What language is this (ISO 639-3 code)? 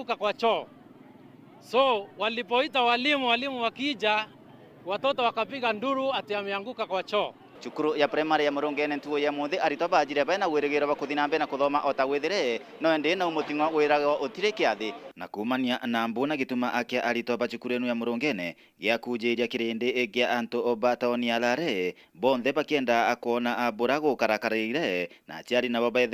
mer